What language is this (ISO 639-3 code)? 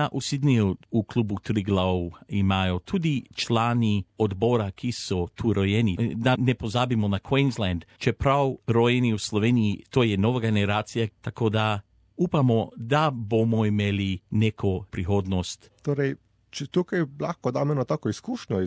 slv